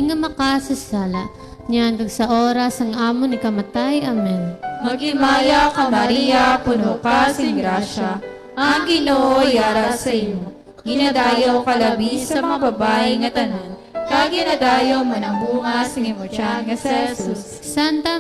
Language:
Hiligaynon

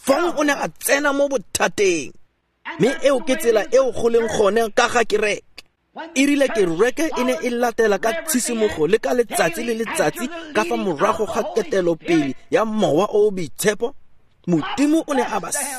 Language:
Tswana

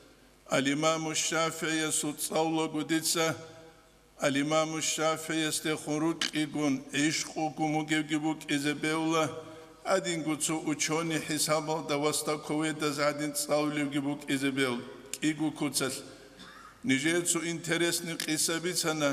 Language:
Avaric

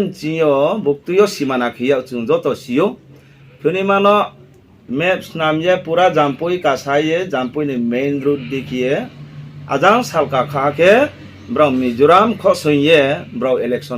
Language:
Riang (India)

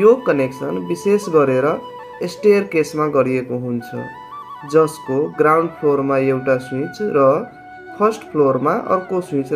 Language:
Nepali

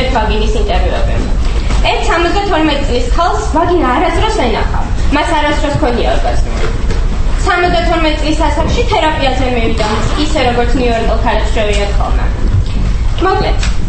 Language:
Georgian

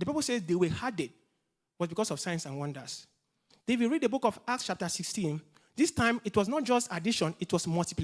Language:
English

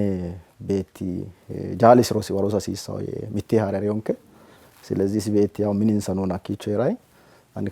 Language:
Sidamo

